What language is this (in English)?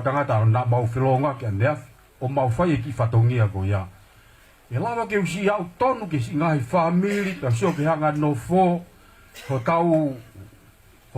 Tongan